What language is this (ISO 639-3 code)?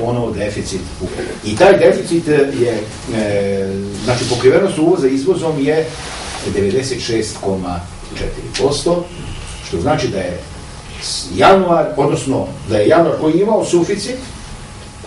srp